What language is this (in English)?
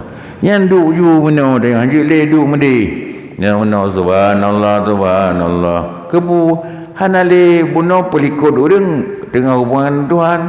Achinese